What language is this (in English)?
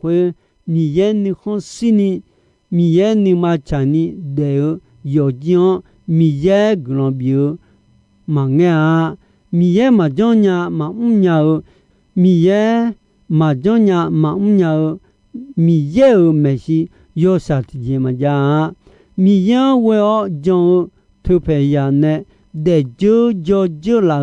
Akha